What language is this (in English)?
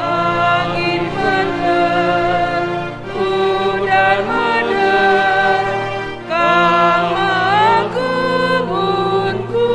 Batak Karo